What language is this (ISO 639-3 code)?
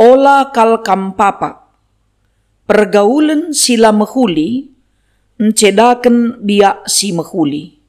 btx